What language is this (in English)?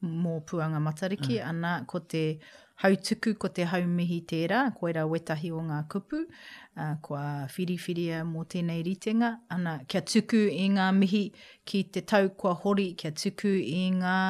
Māori